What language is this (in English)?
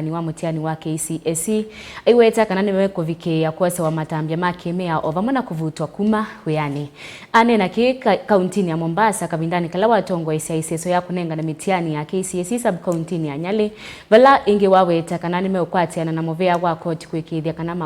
Kamba